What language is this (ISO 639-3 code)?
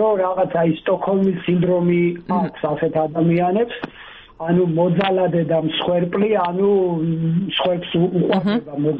kat